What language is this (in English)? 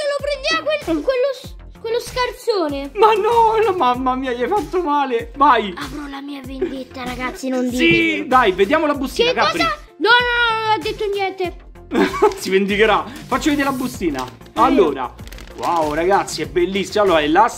Italian